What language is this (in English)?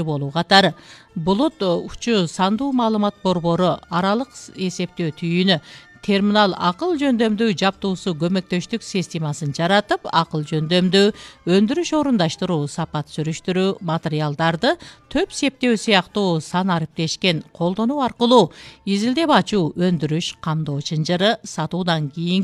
Kyrgyz